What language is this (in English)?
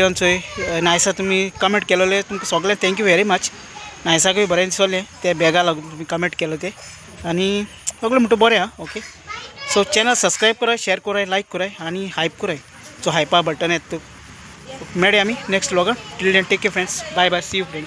Konkani